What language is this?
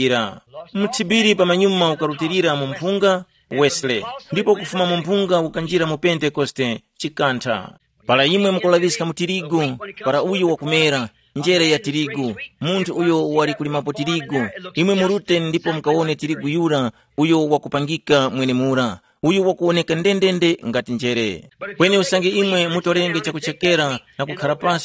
Tumbuka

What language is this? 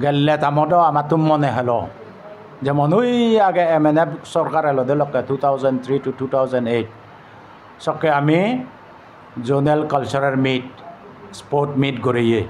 Chakma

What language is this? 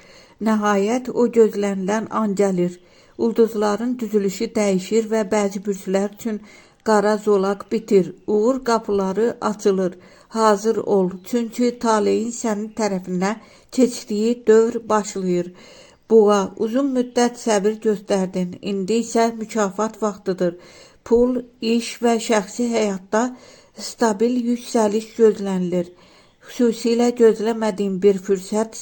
Azerbaijani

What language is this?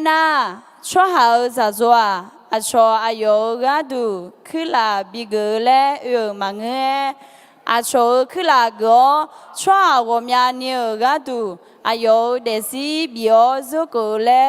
Akha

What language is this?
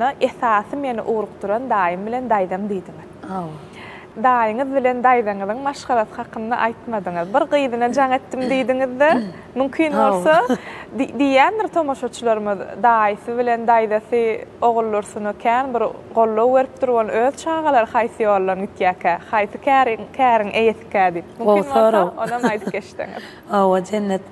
Turkmen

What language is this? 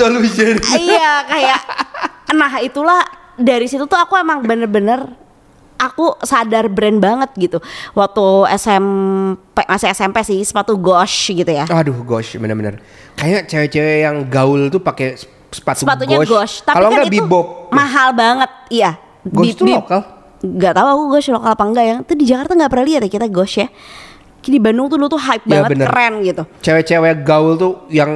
Indonesian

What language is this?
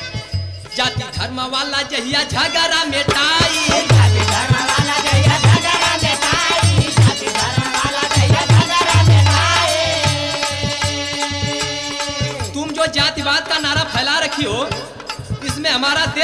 Bhojpuri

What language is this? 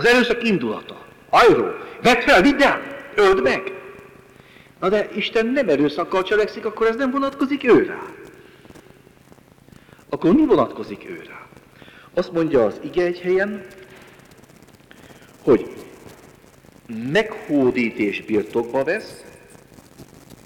Hungarian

